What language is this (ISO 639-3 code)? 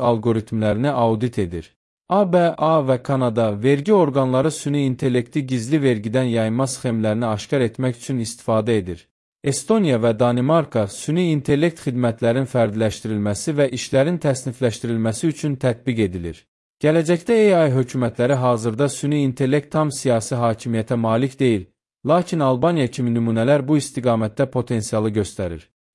aze